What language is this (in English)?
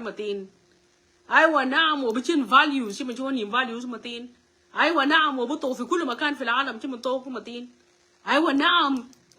Nuer